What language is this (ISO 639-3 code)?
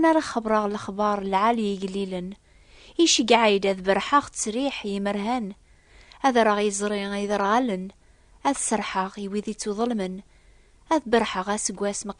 kab